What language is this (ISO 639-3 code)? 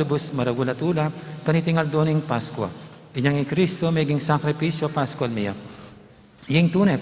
pam